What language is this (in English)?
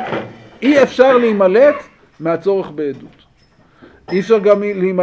Hebrew